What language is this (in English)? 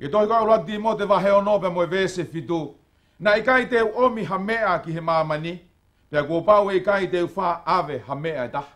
Tongan